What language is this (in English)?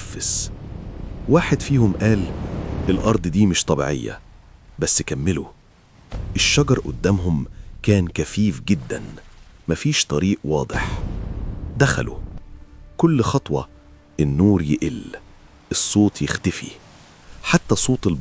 Egyptian Arabic